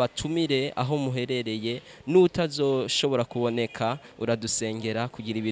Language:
Rundi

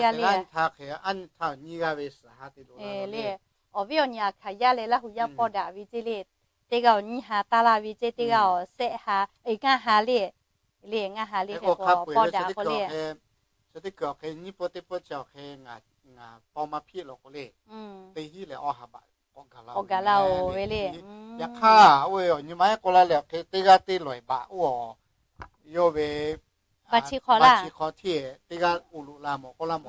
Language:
Lahu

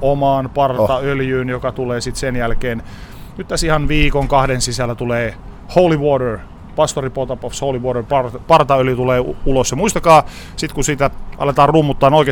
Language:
Finnish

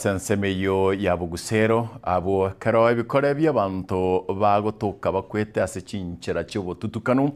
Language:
Gusii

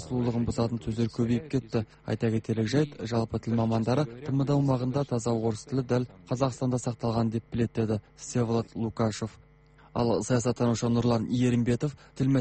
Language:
Kazakh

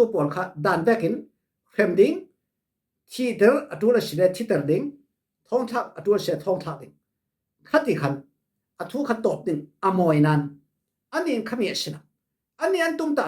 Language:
Falam Chin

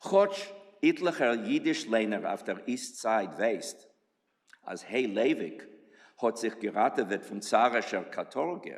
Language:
Yiddish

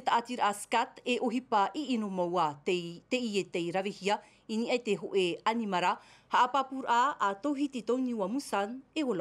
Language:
Tahitian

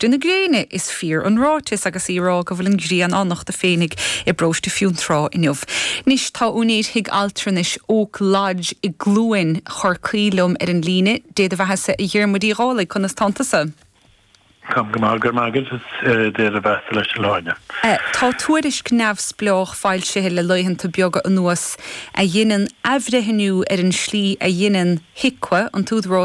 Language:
Irish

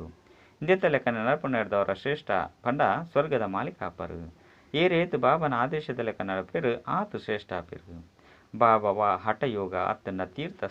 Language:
Tulu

